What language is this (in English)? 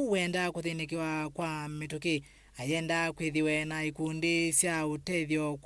Kamba